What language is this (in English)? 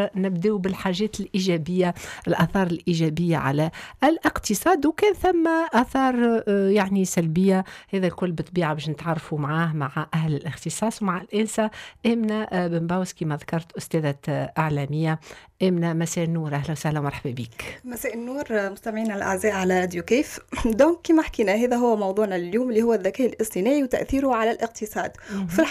Tunisian Arabic